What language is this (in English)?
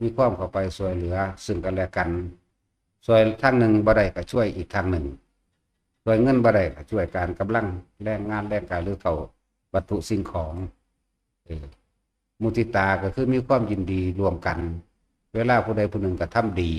Northeastern Thai